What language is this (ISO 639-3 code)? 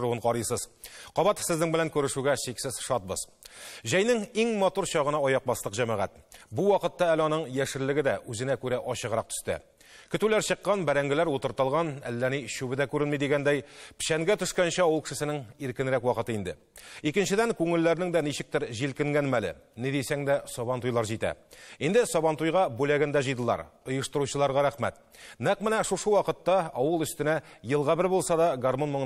tat